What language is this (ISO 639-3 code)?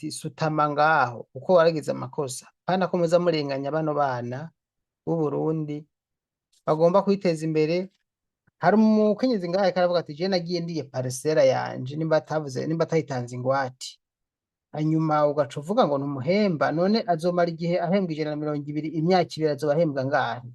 run